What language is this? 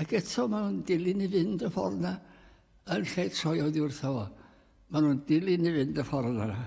Welsh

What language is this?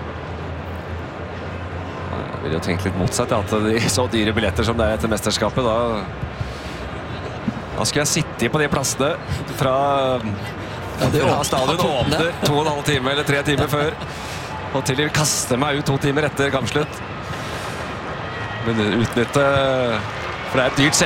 Norwegian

